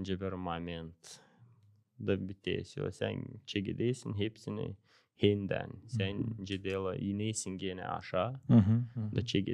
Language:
Gagauz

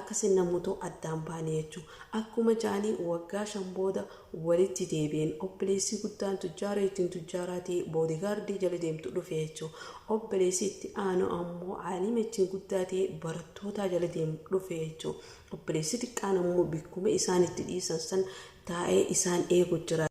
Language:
Oromo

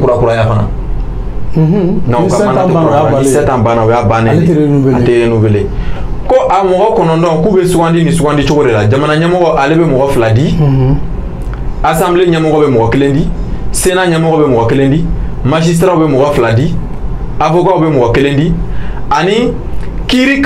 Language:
Bambara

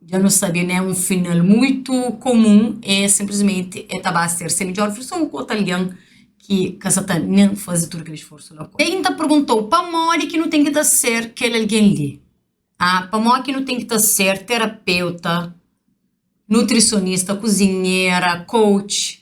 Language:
Kabuverdianu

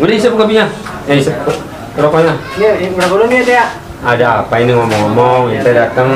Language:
Betawi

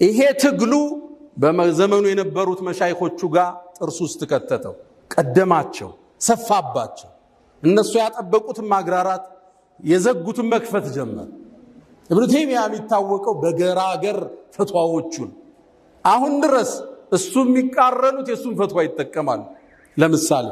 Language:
Amharic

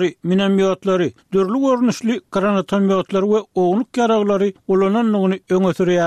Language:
Turkmen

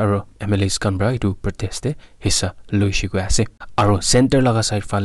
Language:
Naga Pidgin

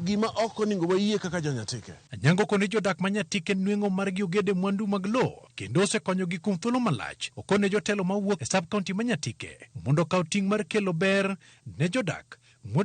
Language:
Luo (Kenya and Tanzania)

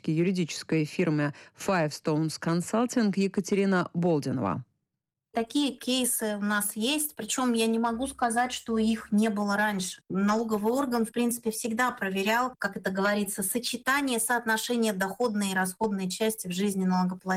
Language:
Russian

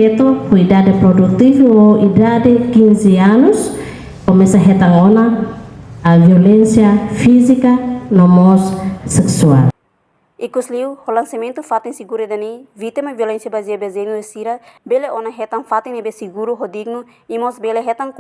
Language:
Tetum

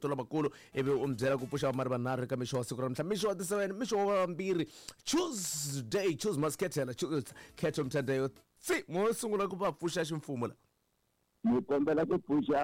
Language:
Tsonga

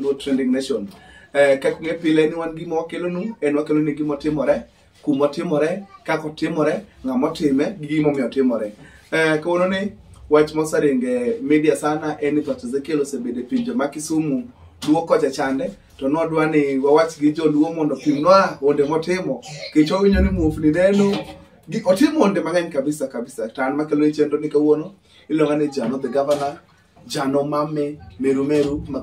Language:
Luo (Kenya and Tanzania)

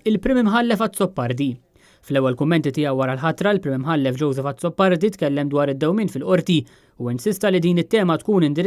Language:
Maltese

